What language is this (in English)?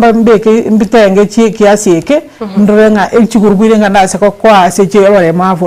Gusii